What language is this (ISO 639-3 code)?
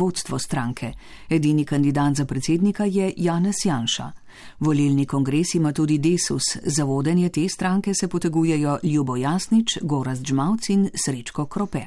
slv